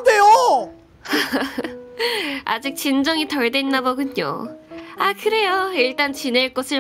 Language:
Korean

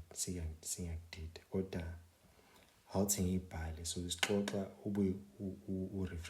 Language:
Zulu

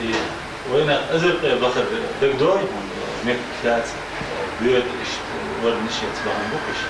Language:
Chechen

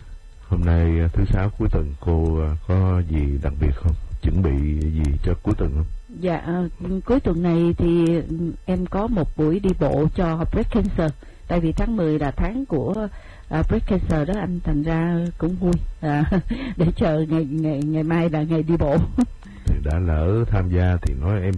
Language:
Vietnamese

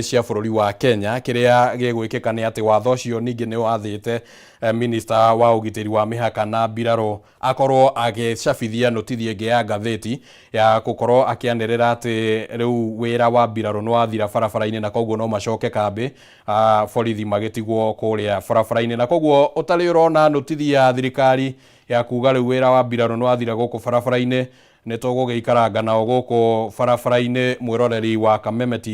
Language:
Kikuyu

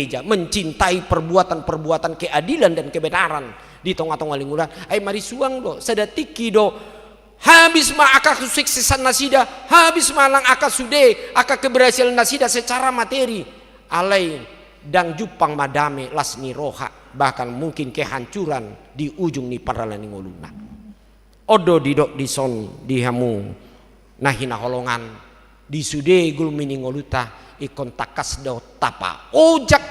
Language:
Batak Toba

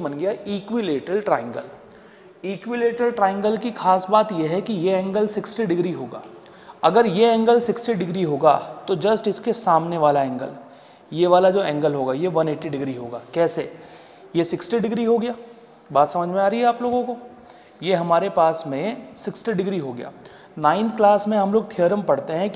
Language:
Hindi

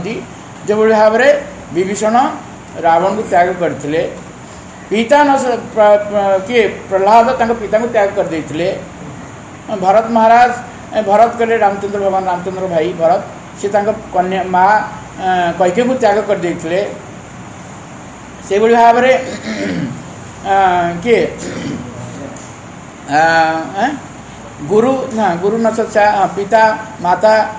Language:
Odia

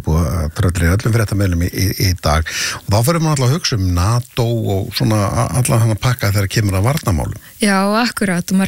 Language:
Icelandic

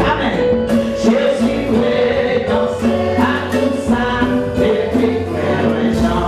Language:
Haitian Creole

